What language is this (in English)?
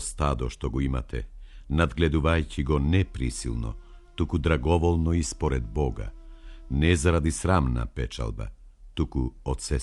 Macedonian